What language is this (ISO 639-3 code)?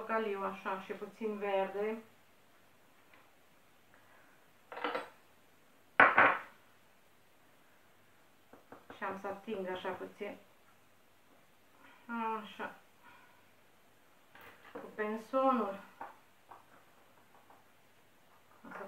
ron